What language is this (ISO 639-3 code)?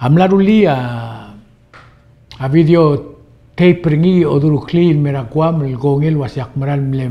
pau